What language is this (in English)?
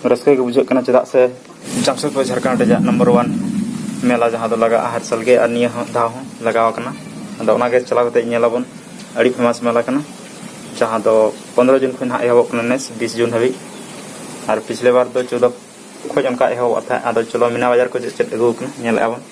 Santali